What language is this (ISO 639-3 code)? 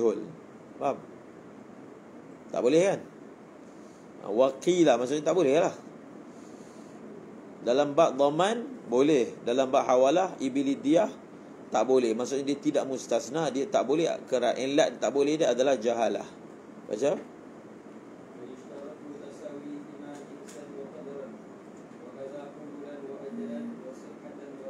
msa